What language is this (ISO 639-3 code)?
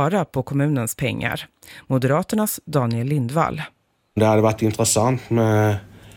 swe